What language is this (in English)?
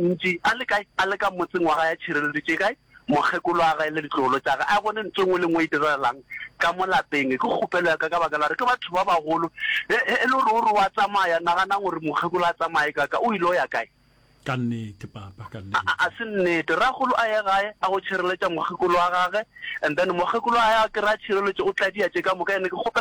Northern Sotho